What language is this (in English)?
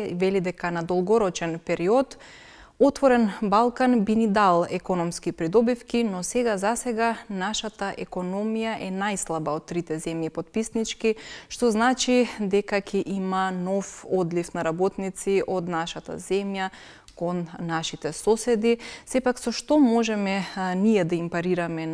Macedonian